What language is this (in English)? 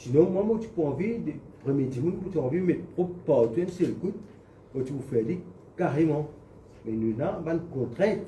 Morisyen